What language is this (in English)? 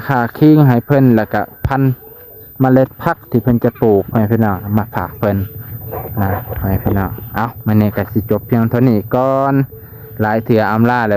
Lao